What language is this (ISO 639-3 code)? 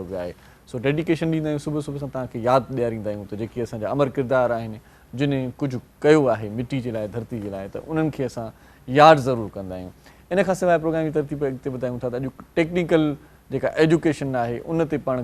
snd